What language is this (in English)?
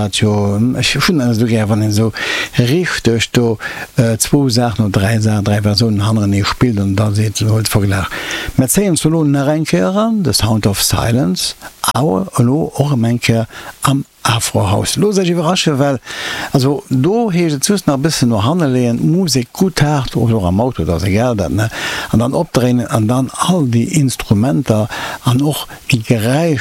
Luxembourgish